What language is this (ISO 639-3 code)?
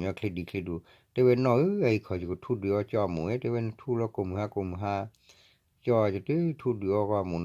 ksw